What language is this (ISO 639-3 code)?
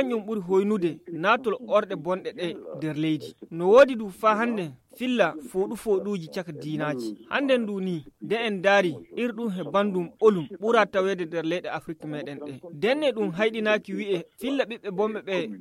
ful